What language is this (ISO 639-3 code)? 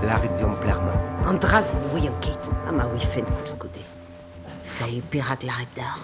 bre